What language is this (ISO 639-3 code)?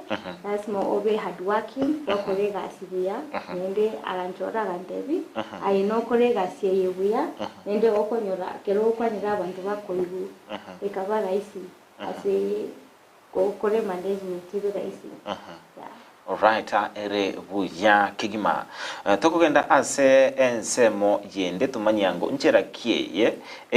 guz